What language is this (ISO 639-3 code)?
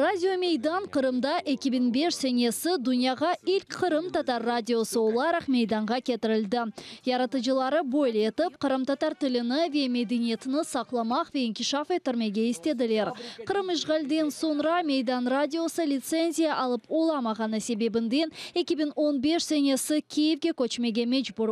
crh